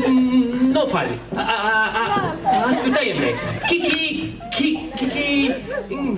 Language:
Sardinian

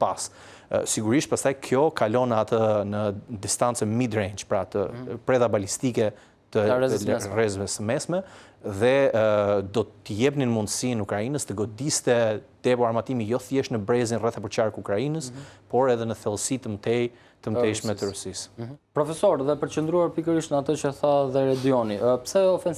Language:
Albanian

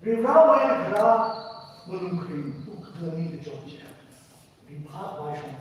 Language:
Tangkhul Naga (India)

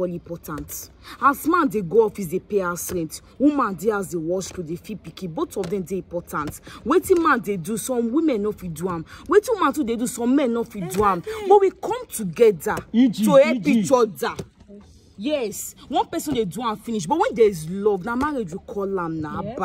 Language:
Nigerian Pidgin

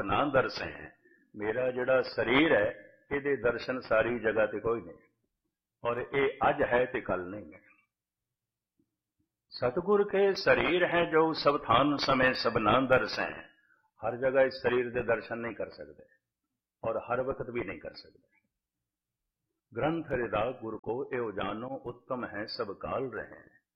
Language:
Punjabi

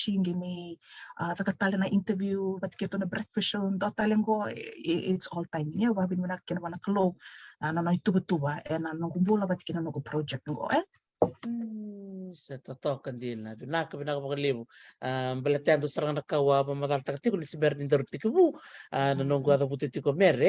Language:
Fijian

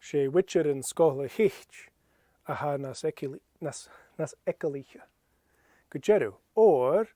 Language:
Scottish Gaelic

